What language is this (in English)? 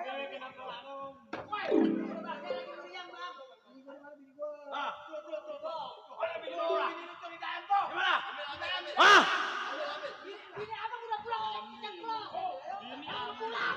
Betawi